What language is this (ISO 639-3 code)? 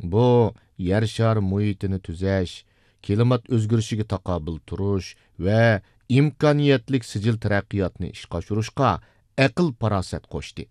uig